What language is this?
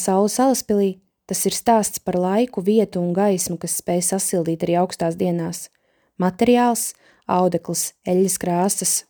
Latvian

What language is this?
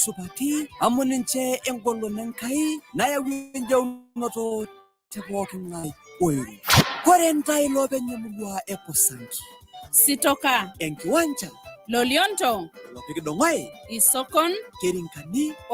Masai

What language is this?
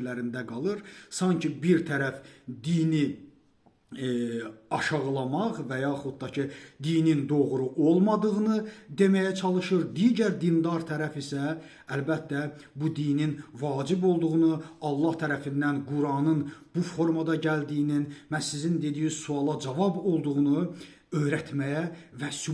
Azerbaijani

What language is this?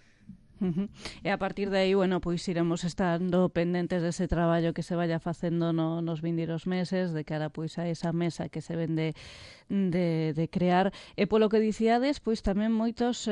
Galician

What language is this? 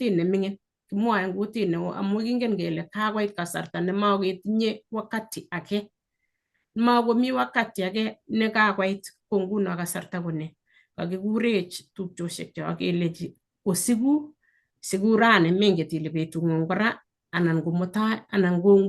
Kalenjin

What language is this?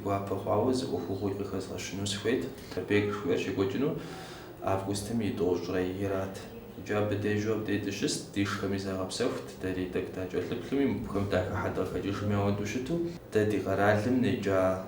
Kabardian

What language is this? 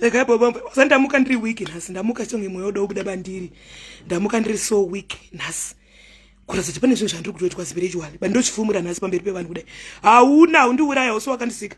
Shona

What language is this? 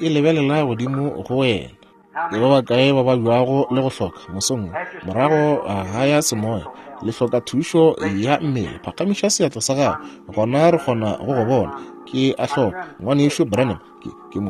Northern Sotho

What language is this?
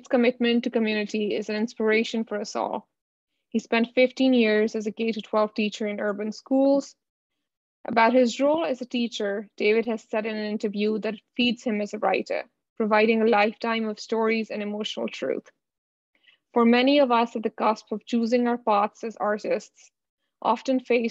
English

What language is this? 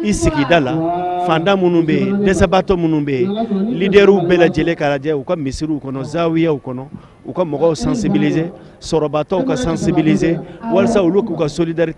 Bambara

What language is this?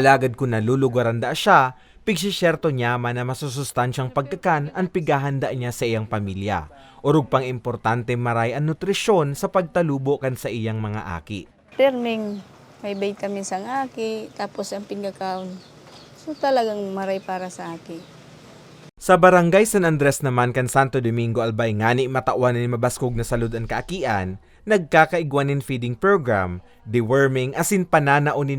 Bikol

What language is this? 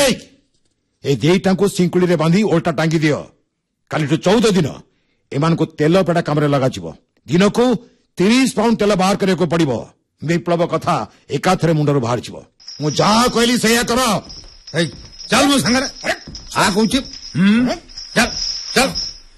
Odia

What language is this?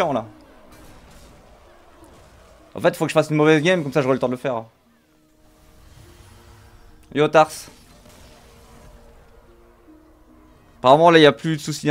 French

